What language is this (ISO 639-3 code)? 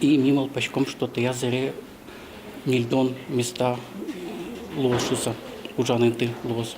udm